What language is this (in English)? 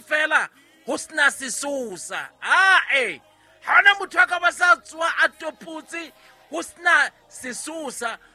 Southern Sotho